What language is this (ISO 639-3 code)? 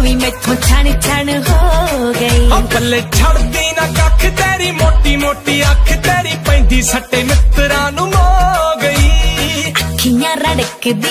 pan